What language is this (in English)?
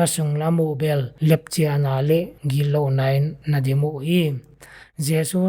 Paite Chin